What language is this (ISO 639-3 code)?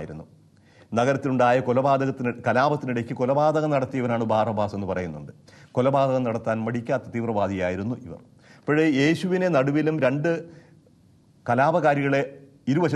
mal